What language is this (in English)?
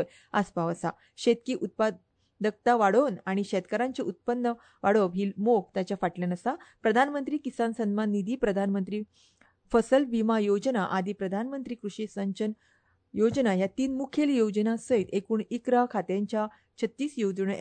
Konkani